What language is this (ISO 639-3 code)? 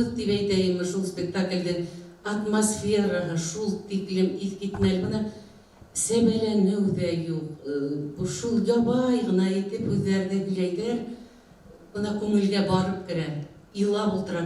bak